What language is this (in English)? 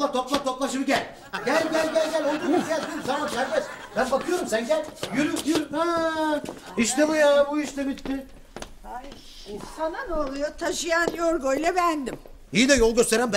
Turkish